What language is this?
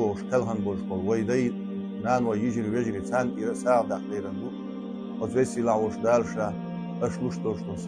Chechen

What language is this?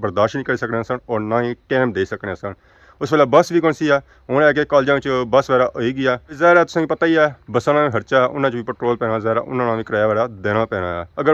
Pahari-Potwari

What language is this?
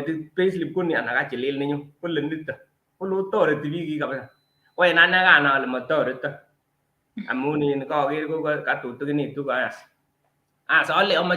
Kalenjin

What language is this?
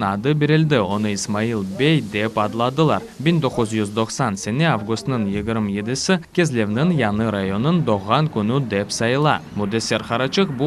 Crimean Tatar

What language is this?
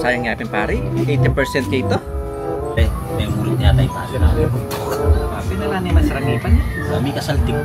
Pampanga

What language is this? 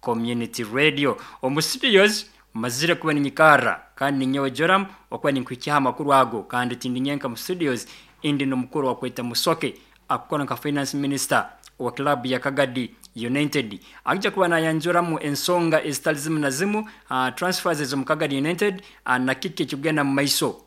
Nyankole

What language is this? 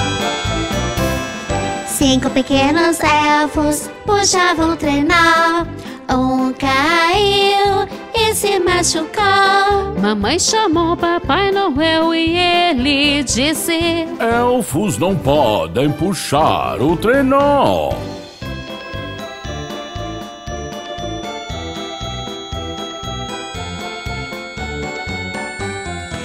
Portuguese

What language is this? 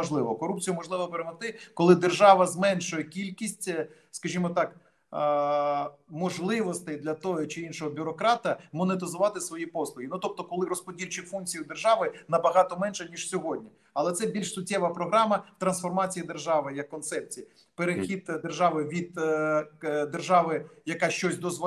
Ukrainian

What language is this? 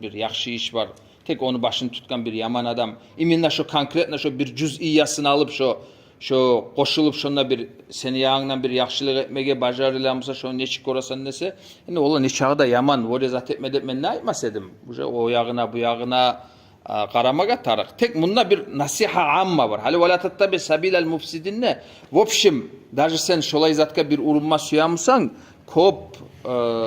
Kumyk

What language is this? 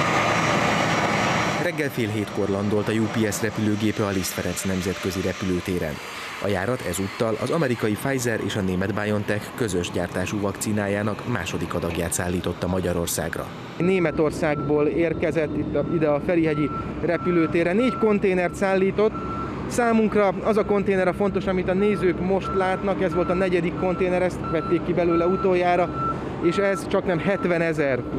Hungarian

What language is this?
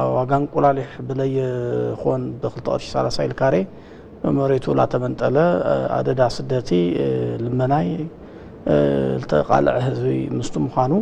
Tigrinya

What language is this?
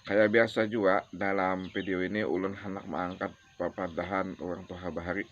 Banjar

